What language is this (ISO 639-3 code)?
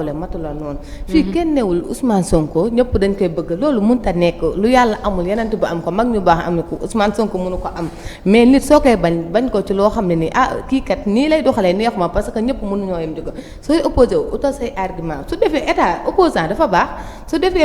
wol